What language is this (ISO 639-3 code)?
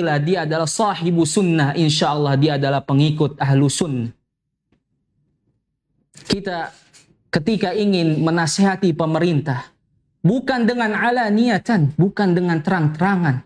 ind